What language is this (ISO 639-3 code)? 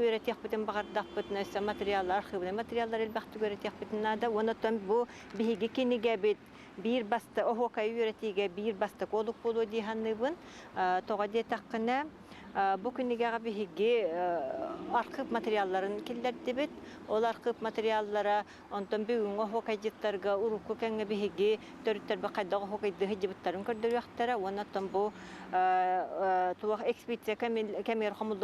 sah